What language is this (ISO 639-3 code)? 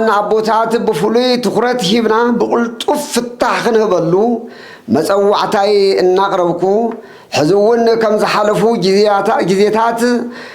tir